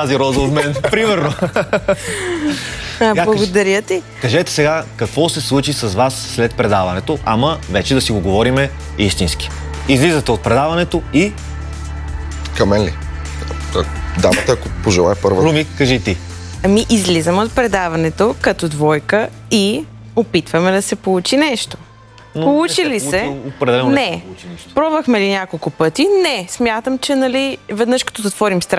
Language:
Bulgarian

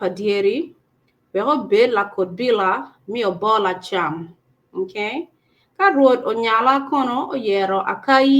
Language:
Acoli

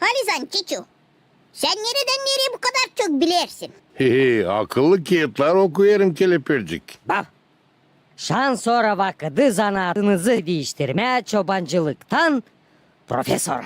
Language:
Gagauz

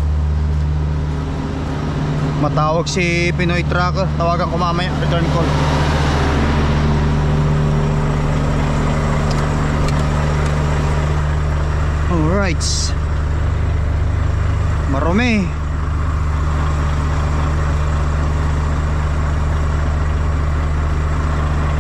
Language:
Filipino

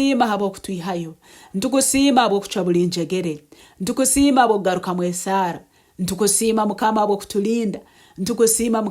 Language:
Nyoro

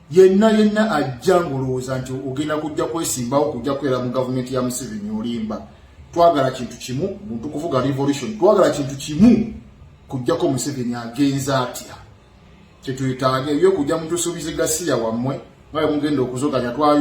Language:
Ganda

